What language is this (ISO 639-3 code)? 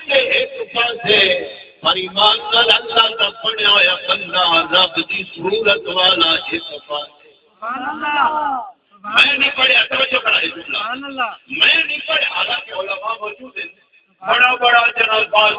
skr